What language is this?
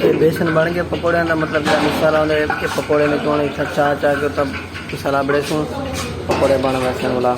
Saraiki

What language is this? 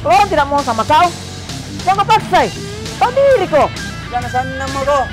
Makassar Malay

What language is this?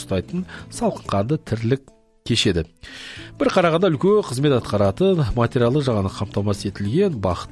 Kazakh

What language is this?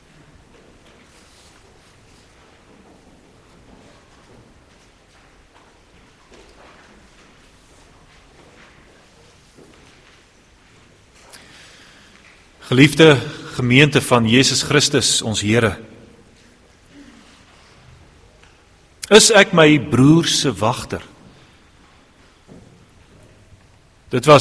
Afrikaans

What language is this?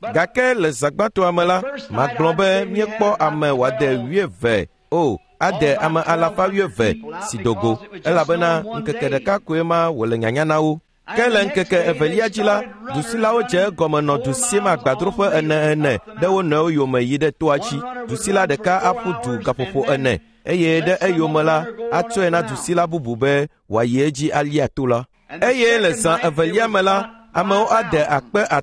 Ewe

